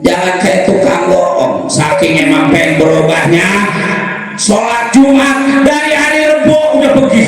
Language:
Betawi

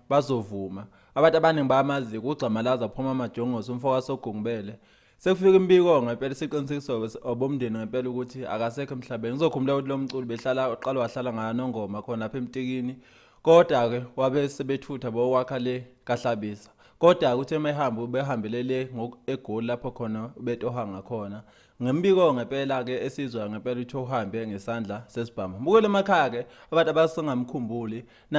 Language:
Zulu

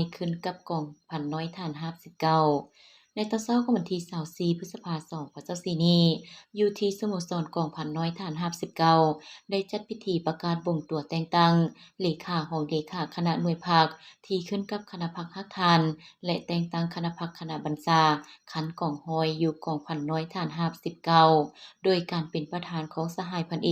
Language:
Lao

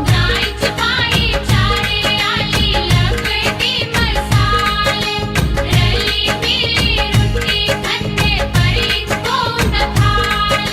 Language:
Dogri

